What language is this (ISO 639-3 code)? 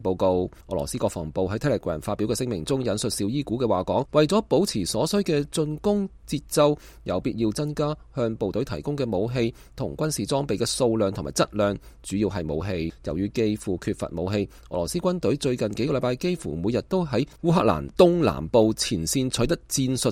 yue